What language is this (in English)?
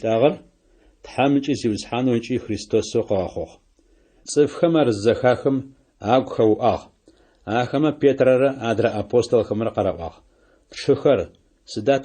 Adyghe